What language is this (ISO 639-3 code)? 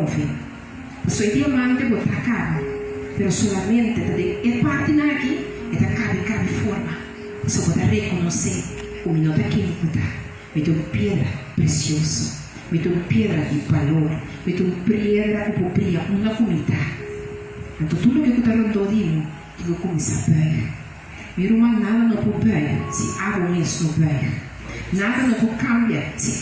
pap